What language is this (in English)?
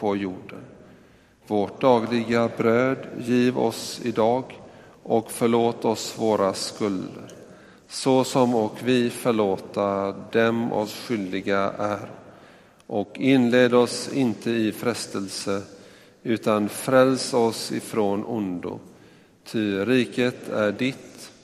Swedish